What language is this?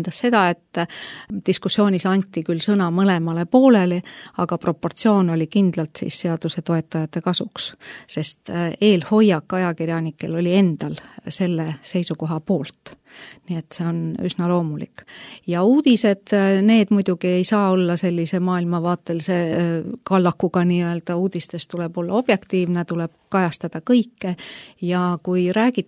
Estonian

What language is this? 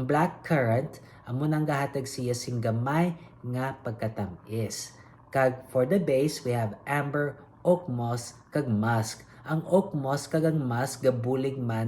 Hiligaynon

